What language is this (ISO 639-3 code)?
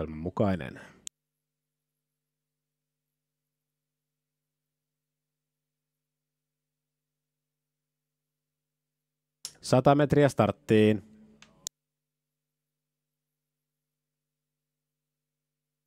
fin